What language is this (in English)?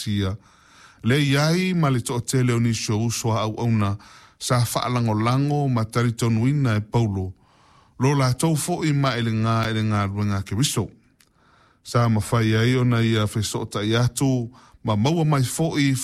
Samoan